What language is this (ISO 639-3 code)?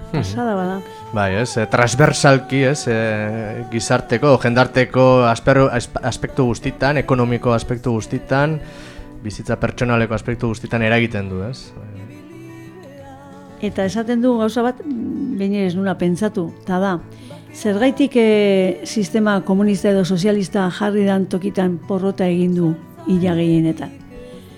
eus